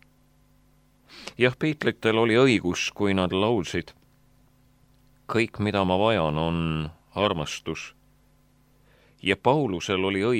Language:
Estonian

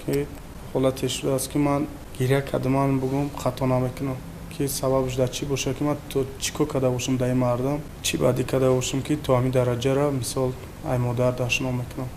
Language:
Tajik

